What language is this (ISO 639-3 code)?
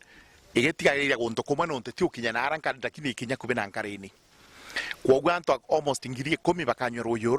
mer